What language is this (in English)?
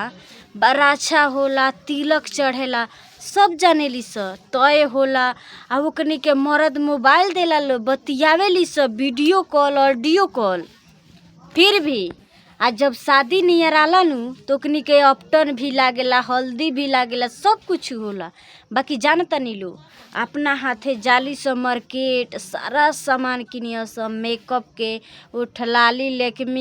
Bhojpuri